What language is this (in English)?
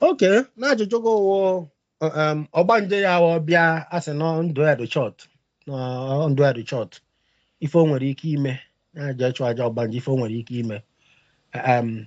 Igbo